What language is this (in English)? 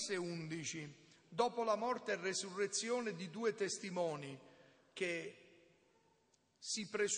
Italian